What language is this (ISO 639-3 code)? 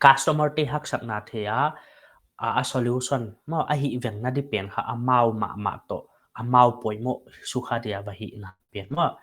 pck